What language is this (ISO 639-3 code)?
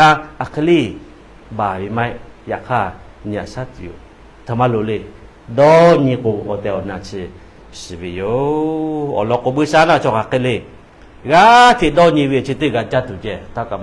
lhu